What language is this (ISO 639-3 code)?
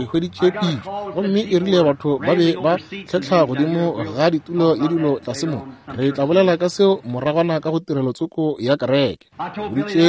nso